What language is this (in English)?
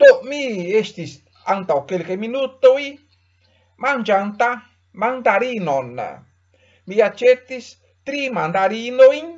Esperanto